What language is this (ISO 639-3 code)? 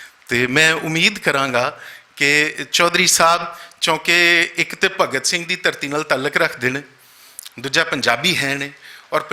lah